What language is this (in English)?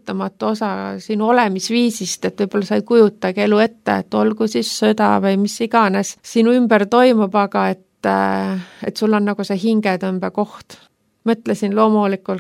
Estonian